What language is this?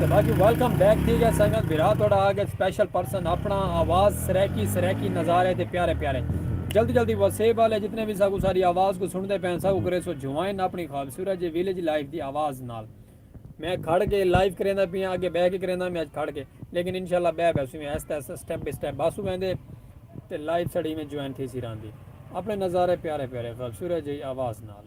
Saraiki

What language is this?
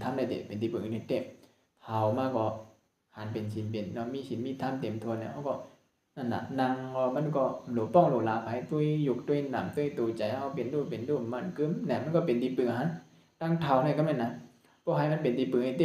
Shan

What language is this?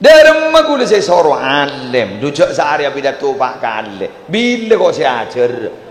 Madurese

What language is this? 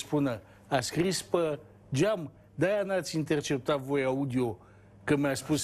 Romanian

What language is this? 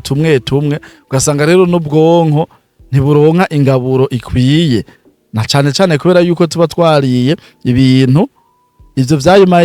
Rundi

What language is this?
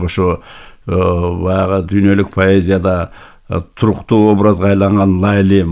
Kyrgyz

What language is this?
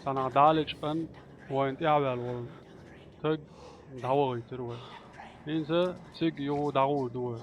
Chechen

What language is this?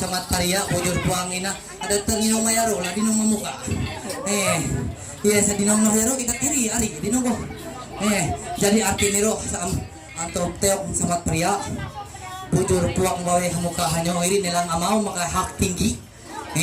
Ma'anyan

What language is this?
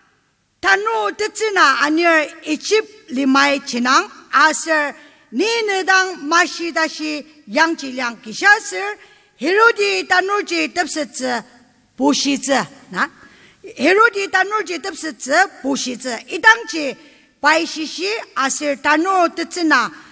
Ao Naga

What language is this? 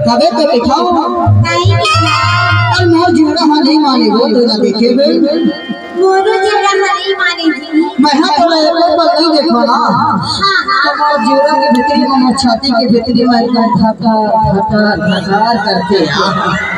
Chhattisgarhi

